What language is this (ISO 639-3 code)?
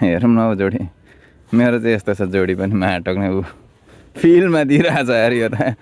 nep